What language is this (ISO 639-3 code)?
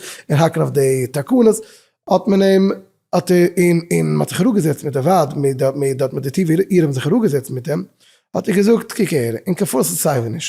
yid